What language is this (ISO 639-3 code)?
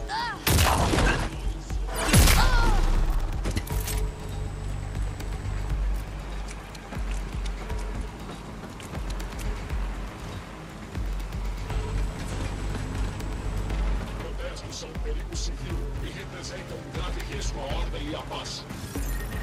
por